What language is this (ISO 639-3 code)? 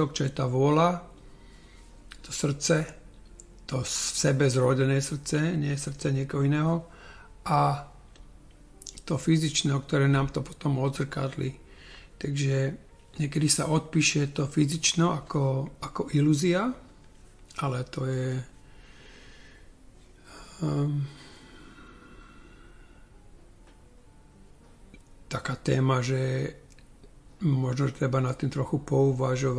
slk